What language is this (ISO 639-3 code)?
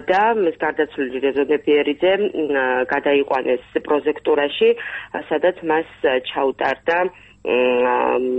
kat